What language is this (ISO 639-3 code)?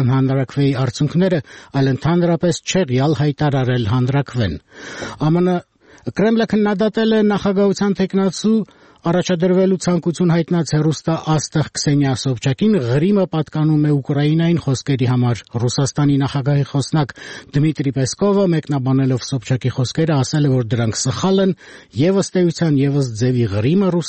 hye